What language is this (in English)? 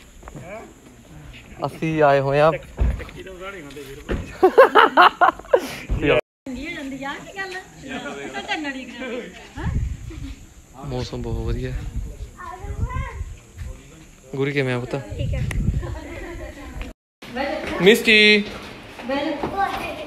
Punjabi